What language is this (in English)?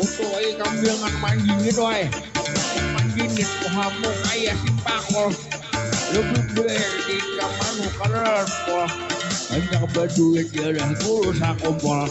Banjar